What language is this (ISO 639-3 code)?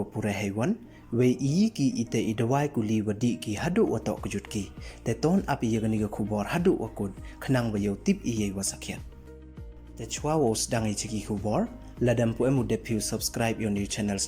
pbv